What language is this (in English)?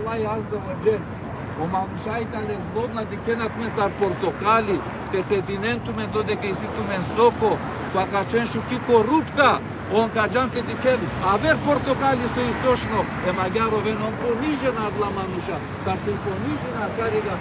Balkan Romani